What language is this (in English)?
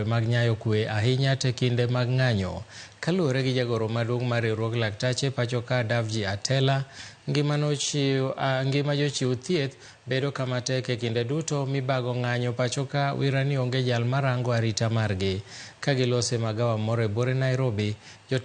Luo (Kenya and Tanzania)